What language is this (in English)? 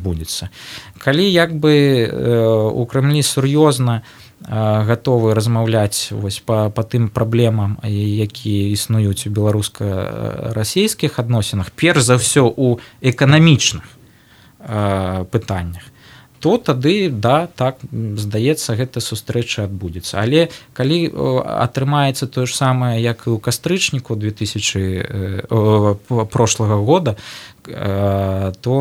Belarusian